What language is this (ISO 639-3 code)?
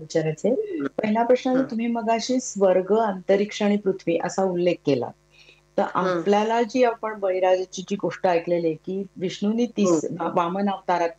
mar